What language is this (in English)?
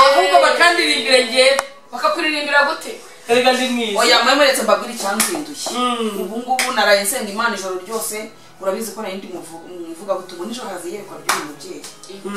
Kinyarwanda